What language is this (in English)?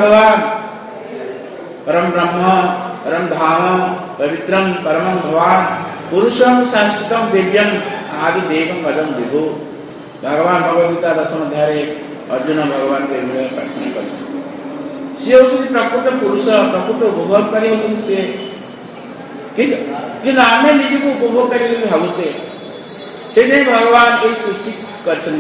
Odia